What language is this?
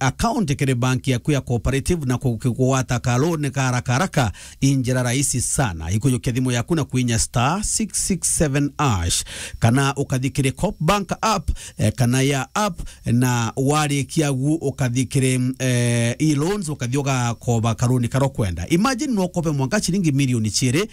Meru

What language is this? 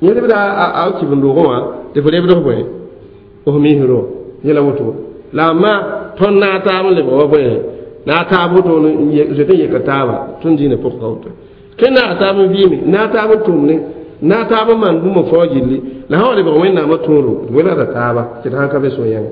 Mossi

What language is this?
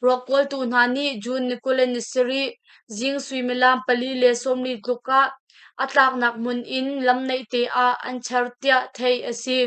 Hakha Chin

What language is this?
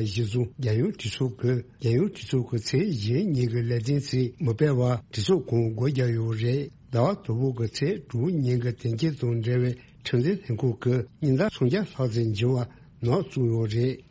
Tibetan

